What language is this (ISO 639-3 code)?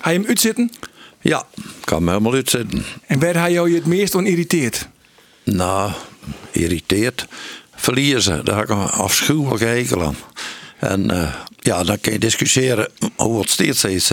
fry